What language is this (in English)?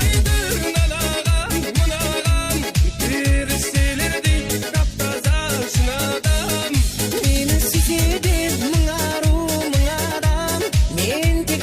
Kara-Kalpak